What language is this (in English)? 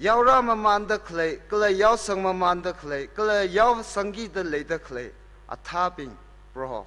Tangkhul Naga (India)